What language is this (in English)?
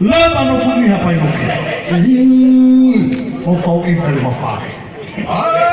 Nias